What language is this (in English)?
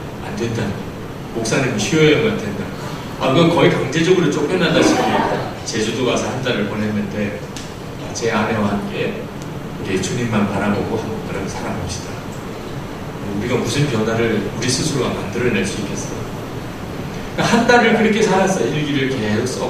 Korean